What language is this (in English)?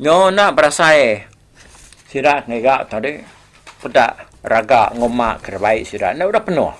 Iban